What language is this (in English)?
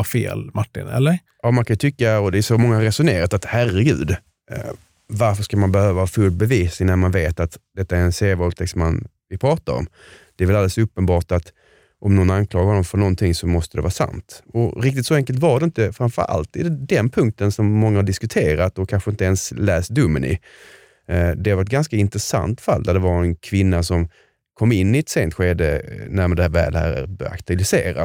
Swedish